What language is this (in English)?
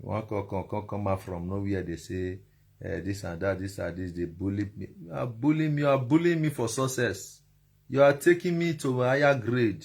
Nigerian Pidgin